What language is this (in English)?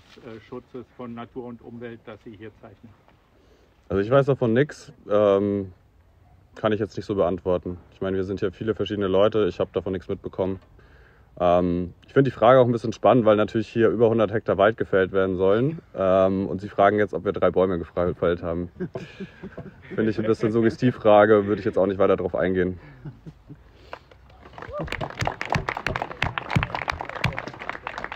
German